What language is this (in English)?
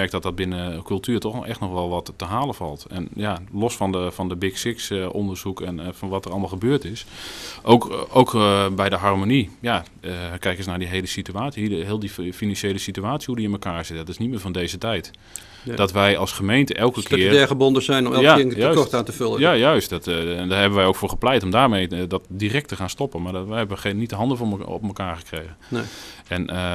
Dutch